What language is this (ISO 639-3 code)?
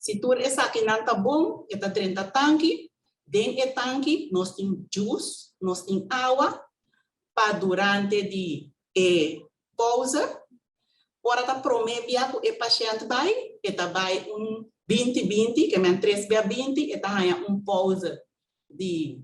pap